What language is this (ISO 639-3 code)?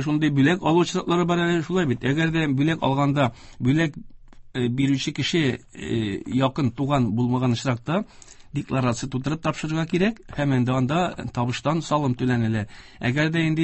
tat